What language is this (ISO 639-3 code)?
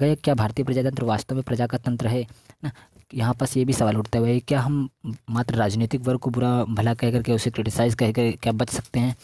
hin